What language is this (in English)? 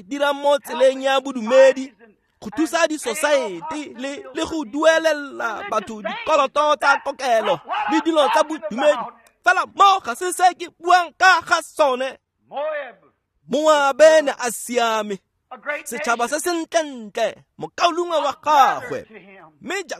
Tswana